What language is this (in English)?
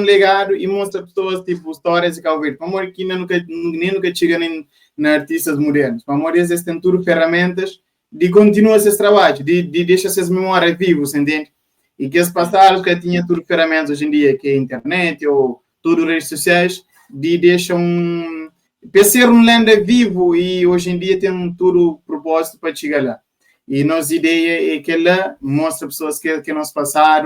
Kabuverdianu